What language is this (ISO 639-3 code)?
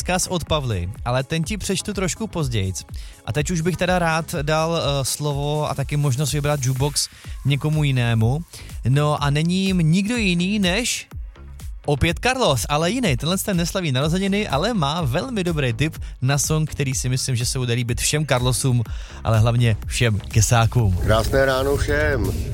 ces